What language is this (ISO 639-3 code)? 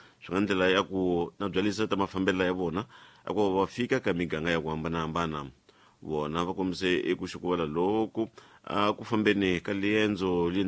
tso